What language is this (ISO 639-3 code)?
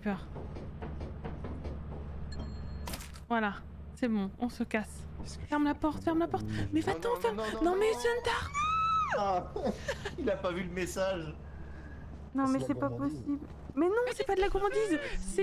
fra